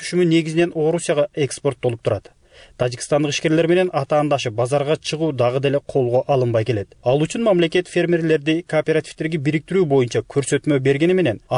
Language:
Kyrgyz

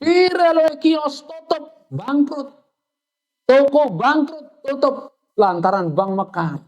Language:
Sasak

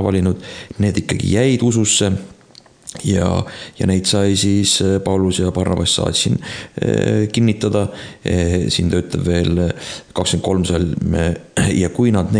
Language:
Estonian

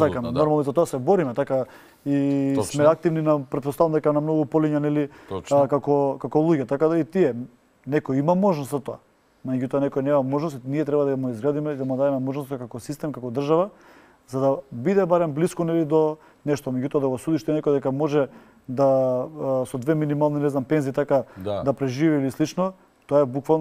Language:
Macedonian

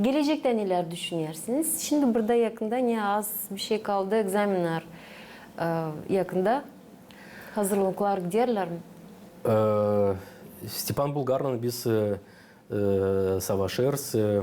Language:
Gagauz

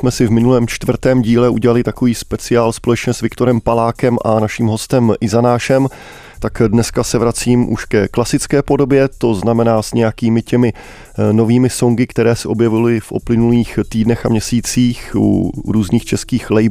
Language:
Czech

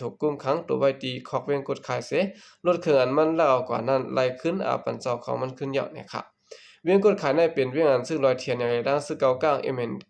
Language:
Lao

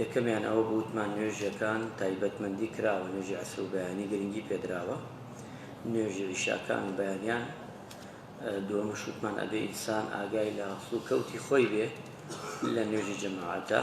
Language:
Central Kurdish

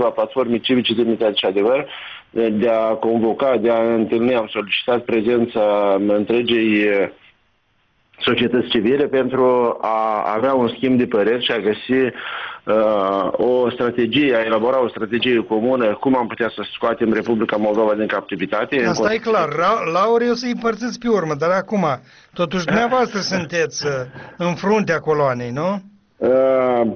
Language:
Romanian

